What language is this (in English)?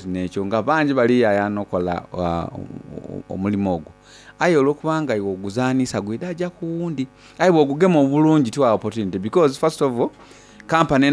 Soga